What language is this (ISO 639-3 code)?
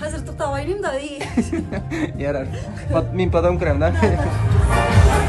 tat